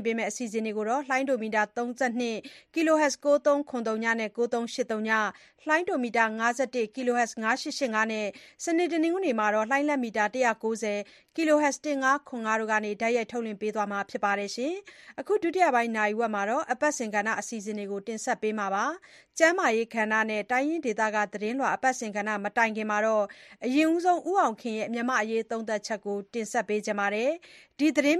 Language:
Burmese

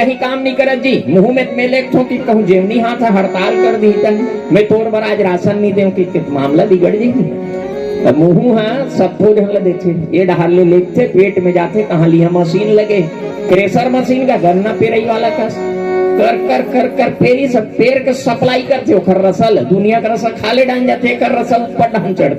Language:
Chhattisgarhi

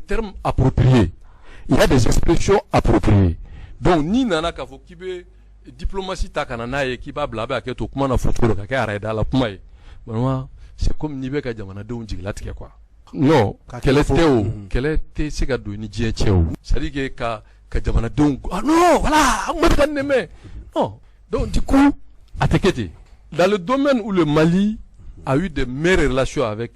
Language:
Bambara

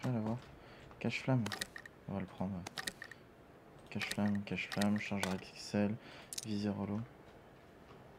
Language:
French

